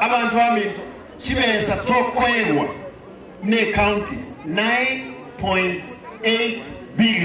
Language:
Gusii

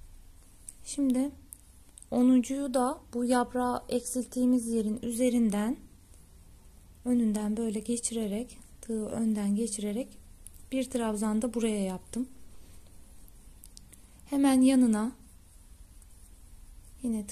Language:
Turkish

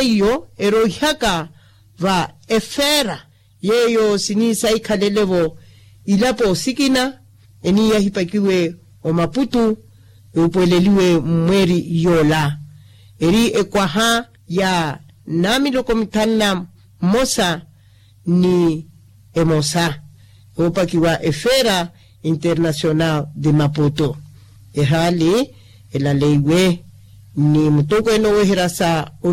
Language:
Makhuwa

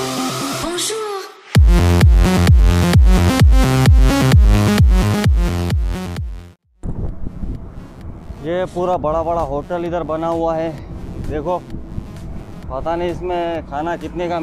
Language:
Hindi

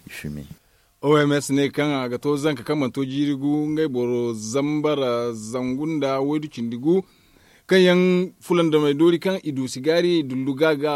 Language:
Zarma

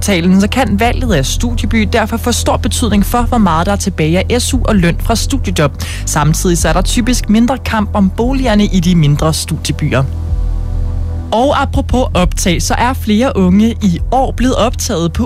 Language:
Danish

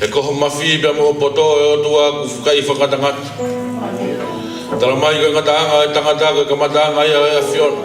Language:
Tongan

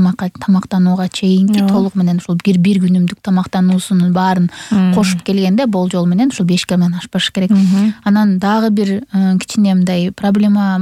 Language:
Kyrgyz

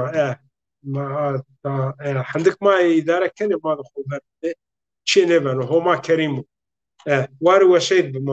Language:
Zaza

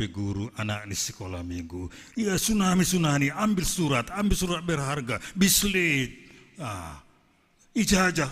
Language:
Batak Simalungun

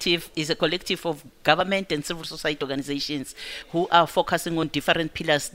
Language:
English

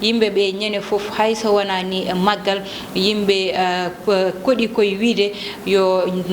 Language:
Fula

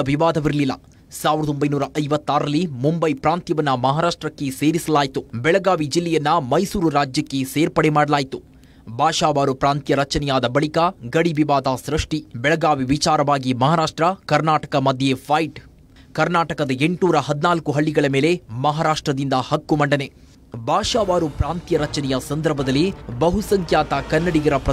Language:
Kannada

